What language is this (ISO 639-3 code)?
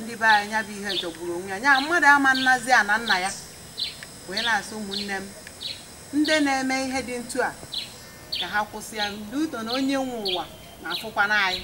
ibo